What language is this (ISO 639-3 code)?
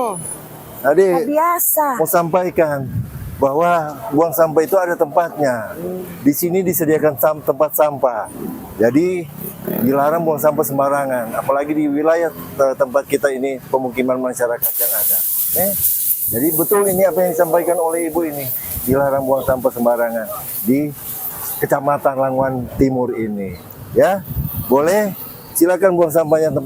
xmm